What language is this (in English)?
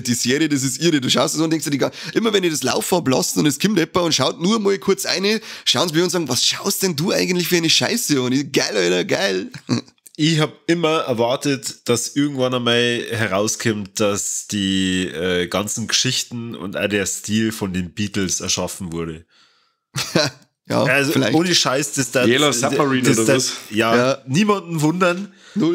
Bavarian